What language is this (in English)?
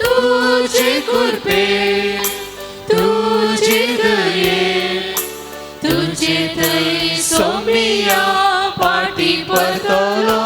Konkani